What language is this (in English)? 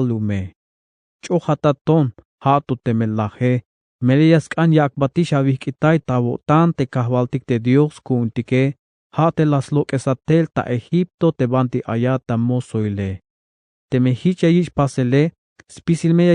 Tzeltal